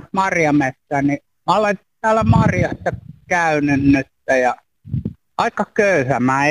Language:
Finnish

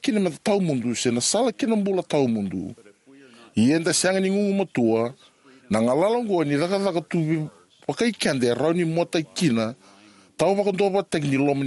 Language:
Fijian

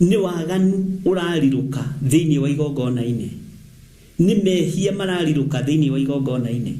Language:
Kikuyu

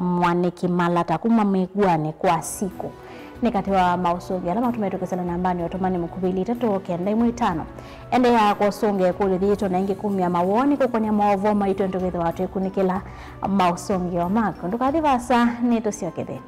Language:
Kamba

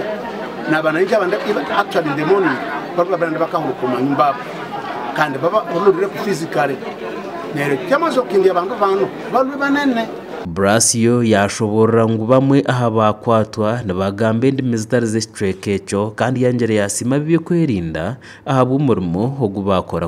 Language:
Nyankole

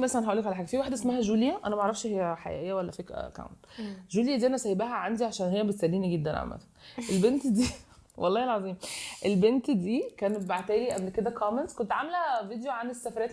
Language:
Egyptian Arabic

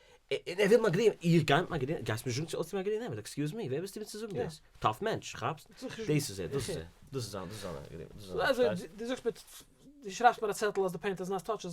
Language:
Yiddish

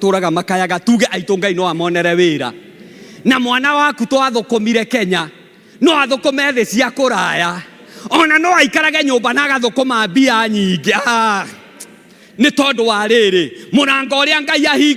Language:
Kikuyu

